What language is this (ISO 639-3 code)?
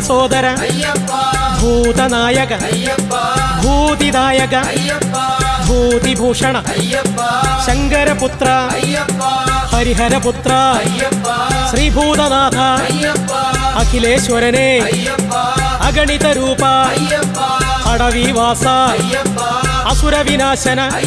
mal